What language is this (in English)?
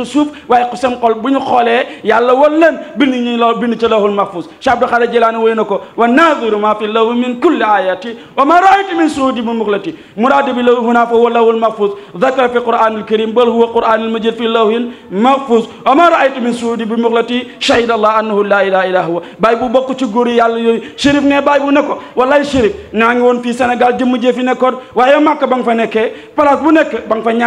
Wolof